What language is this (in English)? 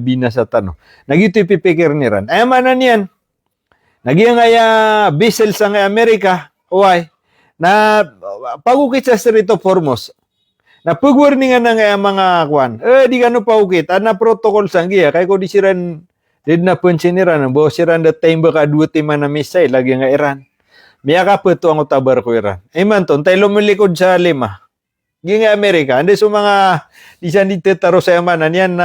Maranao